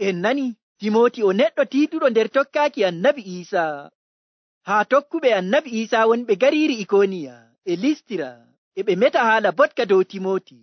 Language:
Nigerian Fulfulde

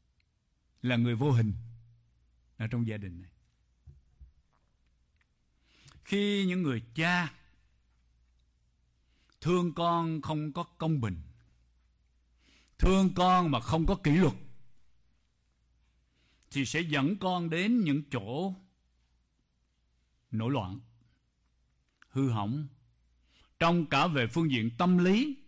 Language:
Vietnamese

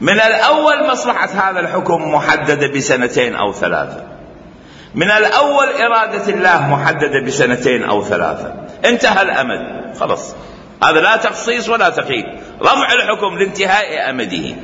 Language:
Mesopotamian Arabic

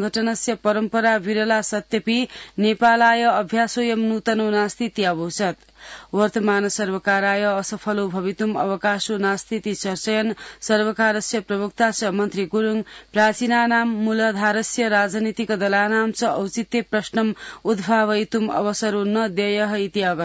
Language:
Sanskrit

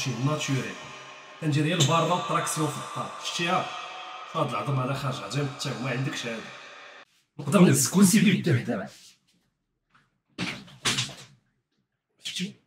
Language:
Moroccan Arabic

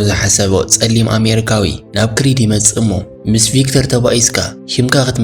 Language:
Tigrinya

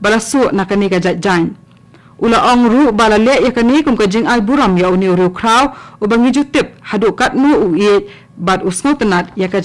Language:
Khasi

